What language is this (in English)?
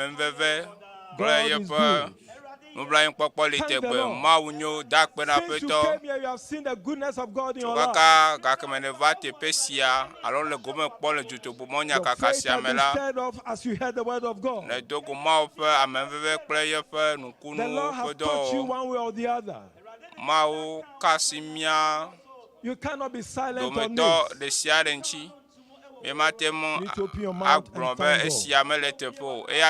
Ewe